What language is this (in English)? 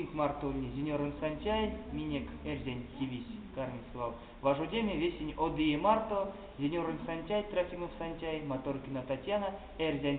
Erzya